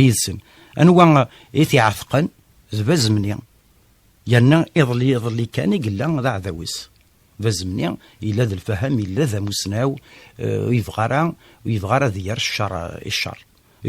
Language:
Kabyle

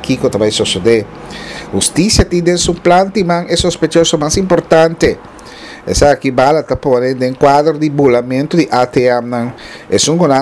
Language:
Papiamento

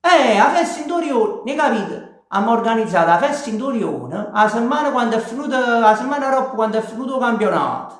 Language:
Neapolitan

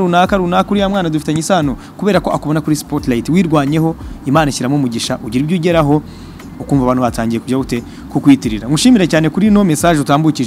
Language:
Kinyarwanda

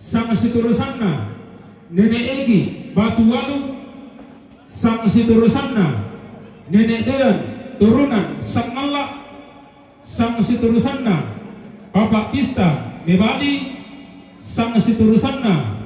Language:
Toraja-Sa'dan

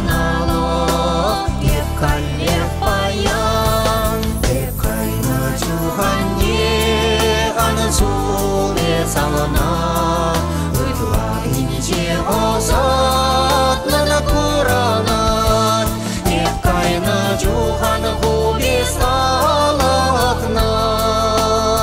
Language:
Chuvash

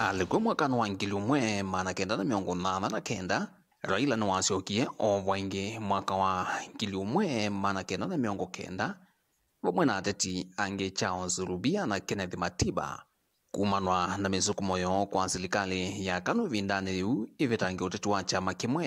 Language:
Kamba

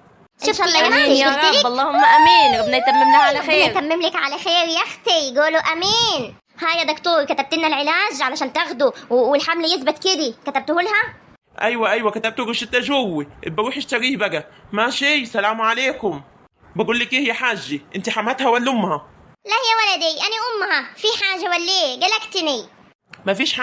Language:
Egyptian Arabic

